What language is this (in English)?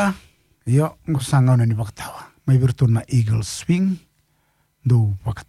Fijian